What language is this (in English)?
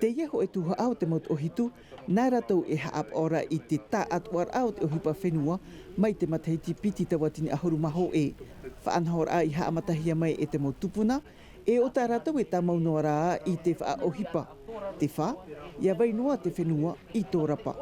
Tahitian